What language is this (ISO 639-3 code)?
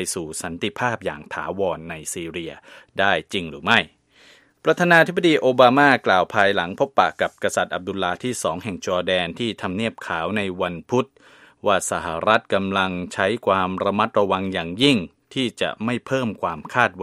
tha